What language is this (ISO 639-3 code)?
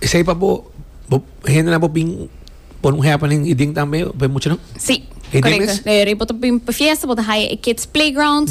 pap